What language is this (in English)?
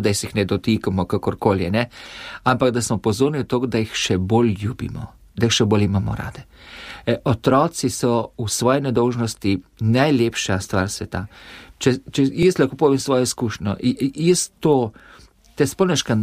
Slovenian